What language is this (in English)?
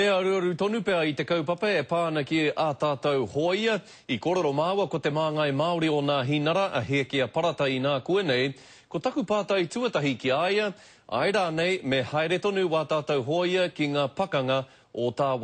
Māori